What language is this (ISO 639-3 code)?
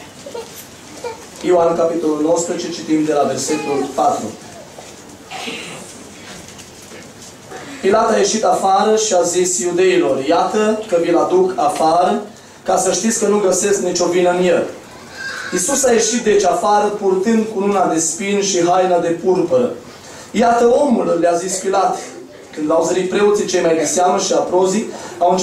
ron